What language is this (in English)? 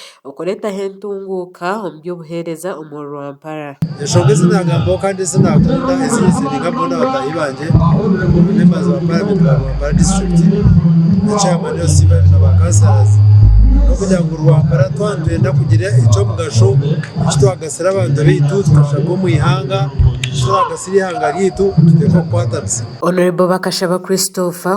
Nyankole